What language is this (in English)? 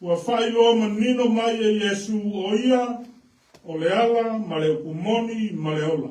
Samoan